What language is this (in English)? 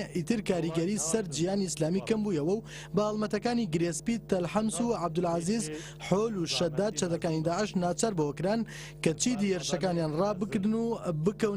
Central Kurdish